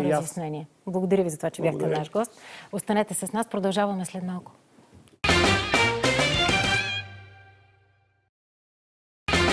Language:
Bulgarian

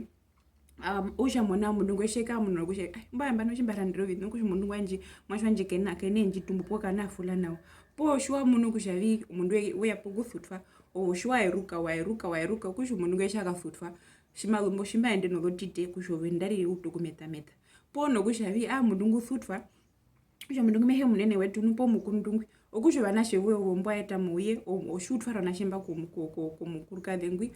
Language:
Herero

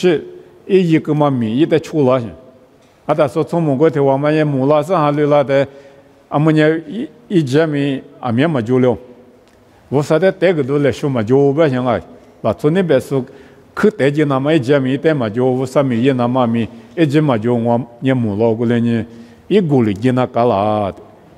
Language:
Lisu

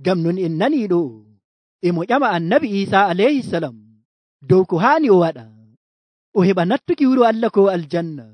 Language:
Nigerian Fulfulde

